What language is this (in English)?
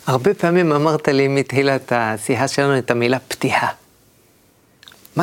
Hebrew